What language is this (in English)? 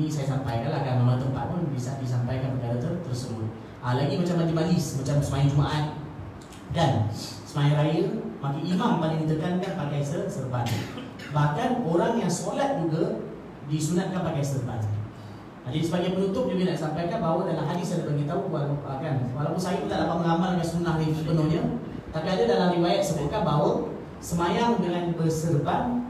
Malay